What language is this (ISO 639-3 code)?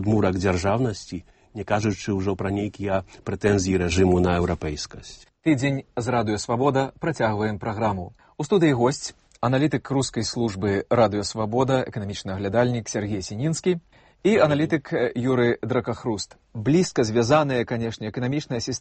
bel